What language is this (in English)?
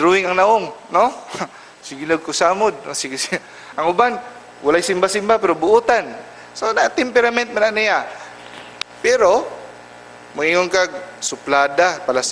Cebuano